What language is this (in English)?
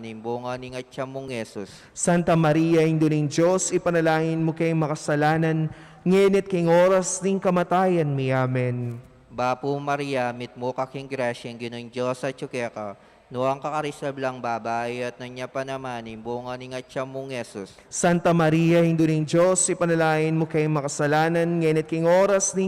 Pampanga